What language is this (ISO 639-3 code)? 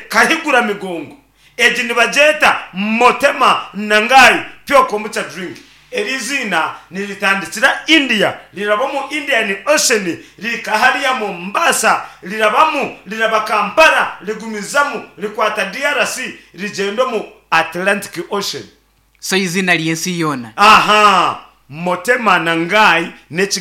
nyn